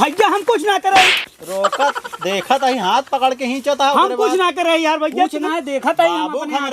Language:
Awadhi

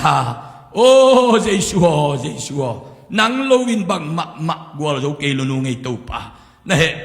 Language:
Tedim Chin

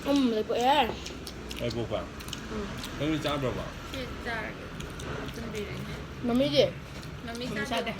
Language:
Manipuri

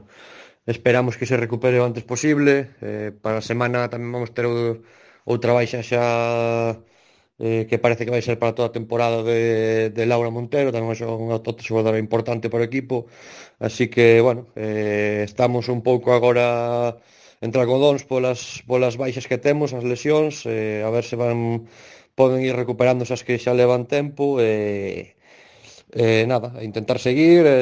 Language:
Galician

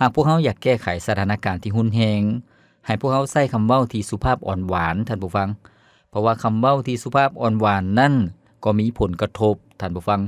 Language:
Lao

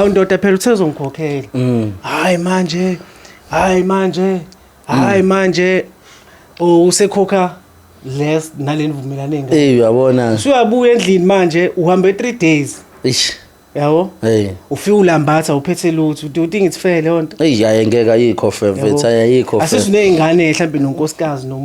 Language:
Zulu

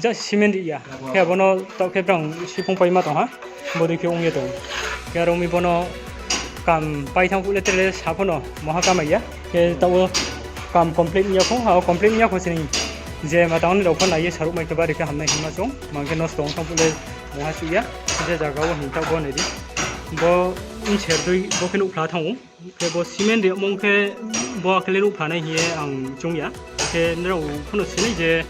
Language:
Riang (India)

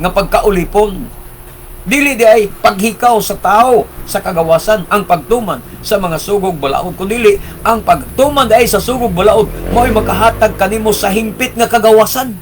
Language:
Cebuano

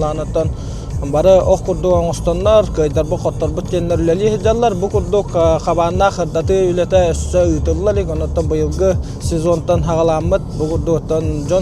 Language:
Yakut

